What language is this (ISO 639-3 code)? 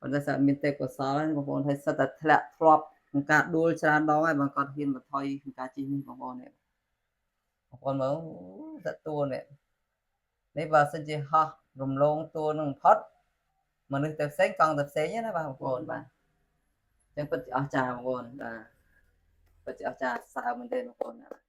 khm